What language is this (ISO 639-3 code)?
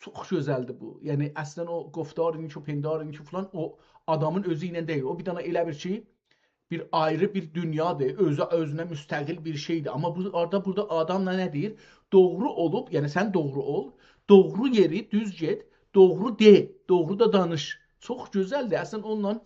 azb